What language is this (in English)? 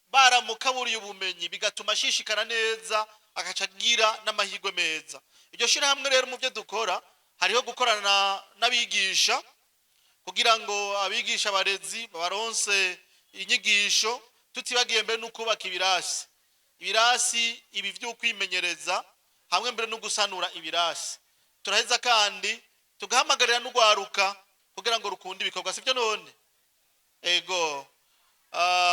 Rundi